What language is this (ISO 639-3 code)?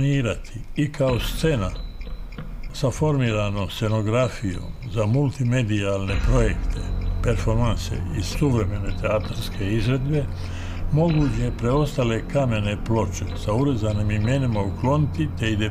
bos